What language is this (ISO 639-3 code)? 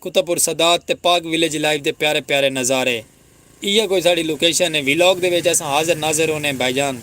skr